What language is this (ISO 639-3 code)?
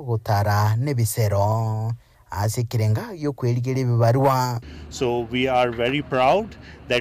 guz